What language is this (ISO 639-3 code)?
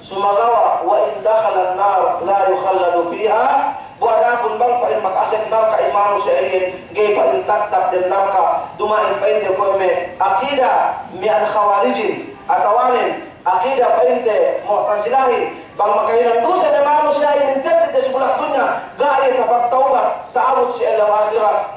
yka